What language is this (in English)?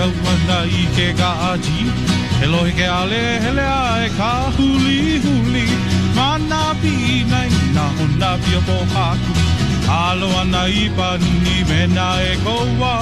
Hawaiian